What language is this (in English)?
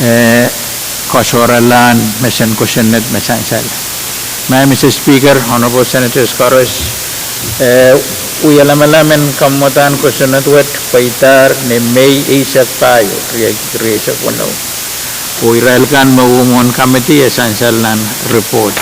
Pohnpeian